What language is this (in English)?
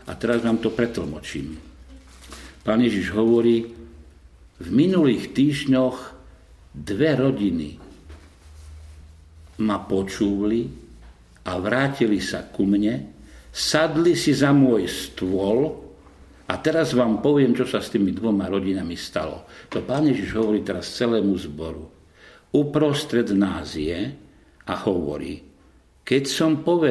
Slovak